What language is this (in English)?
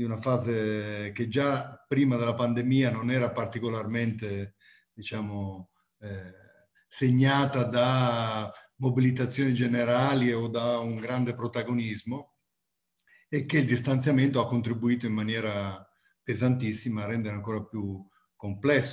Italian